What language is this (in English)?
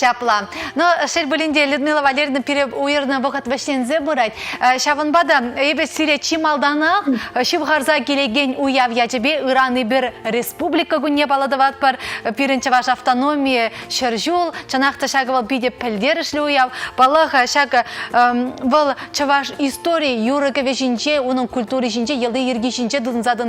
Chuvash